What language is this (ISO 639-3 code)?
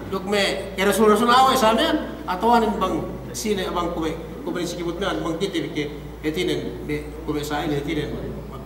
yka